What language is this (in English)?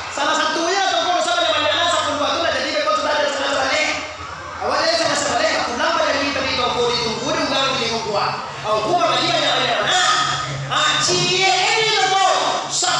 Minangkabau